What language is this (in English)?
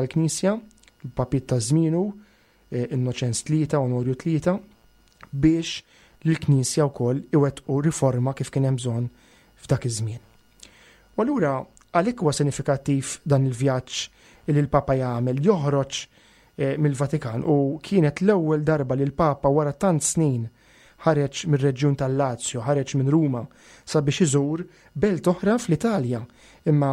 Maltese